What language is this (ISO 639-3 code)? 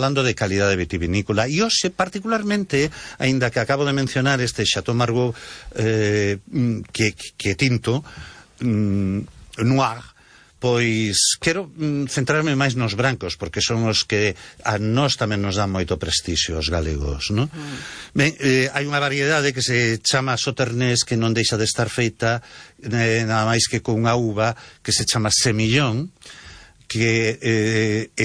glg